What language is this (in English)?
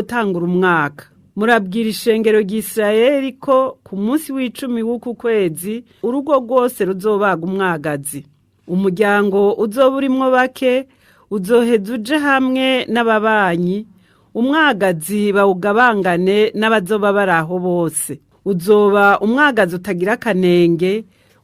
Rundi